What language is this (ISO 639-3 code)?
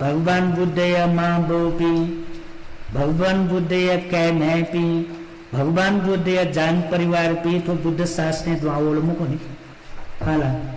new